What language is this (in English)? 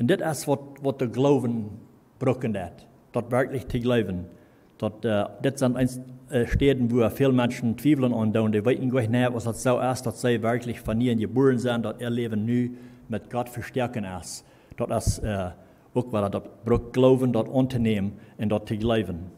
Plautdietsch